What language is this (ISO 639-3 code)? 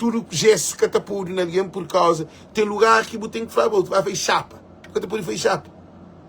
kea